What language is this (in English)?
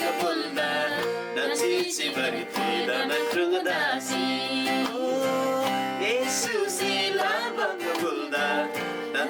Eastern Tamang